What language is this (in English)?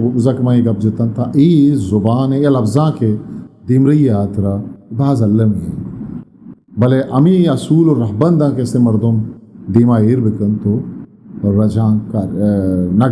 Eastern Balochi